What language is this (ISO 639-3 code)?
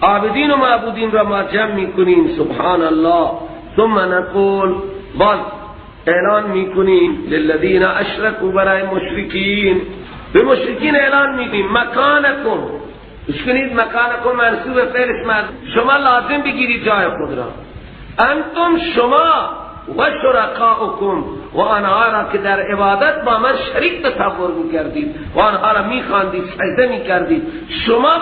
fas